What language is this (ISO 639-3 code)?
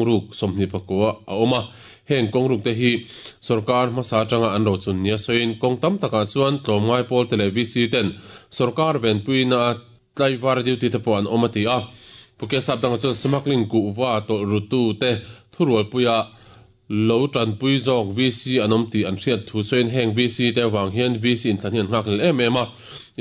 lus